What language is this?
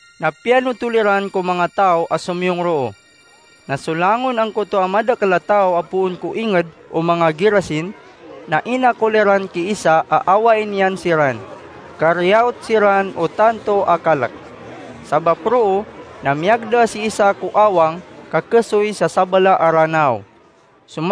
Maranao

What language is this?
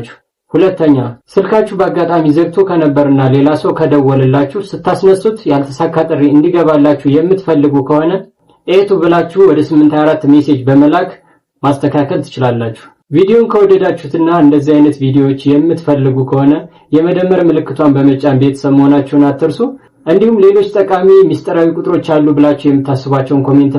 Amharic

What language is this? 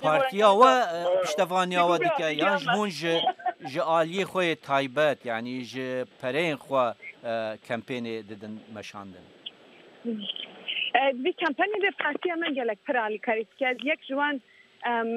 Kurdish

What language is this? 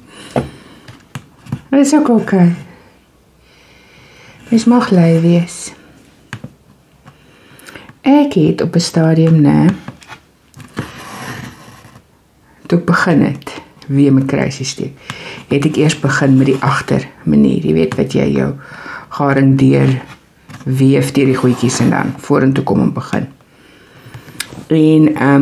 Afrikaans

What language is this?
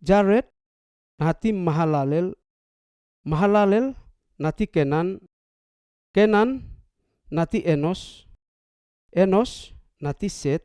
Seimat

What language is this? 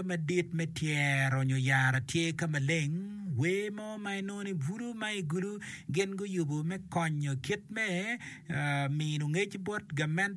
Acoli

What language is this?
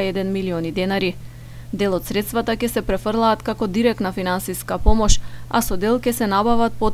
Macedonian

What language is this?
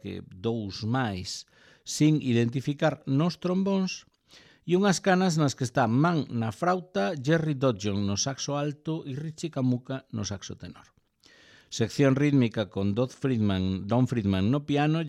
Galician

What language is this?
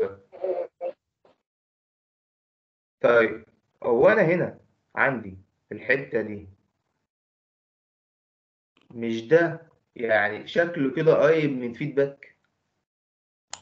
Egyptian Arabic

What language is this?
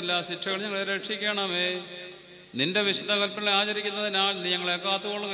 Malayalam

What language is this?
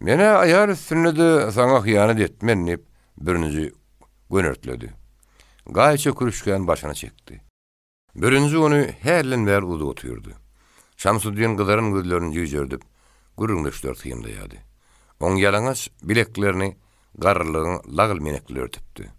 Turkmen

